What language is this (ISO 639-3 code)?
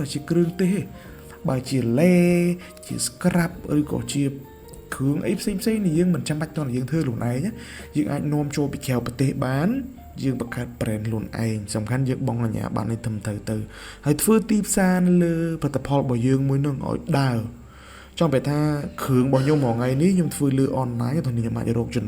khm